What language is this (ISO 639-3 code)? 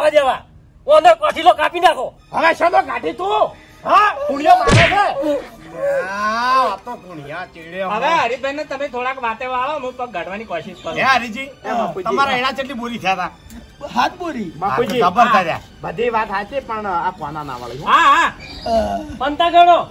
guj